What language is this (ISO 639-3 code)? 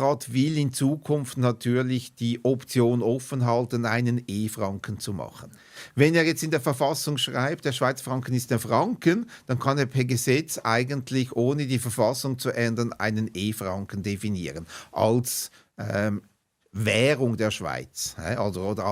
gsw